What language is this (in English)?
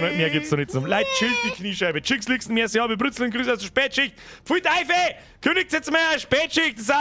Bavarian